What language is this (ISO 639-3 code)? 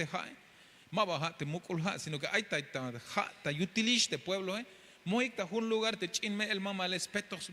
tzh